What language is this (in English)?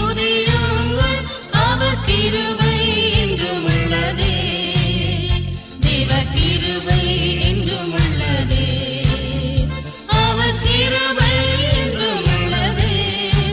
Tamil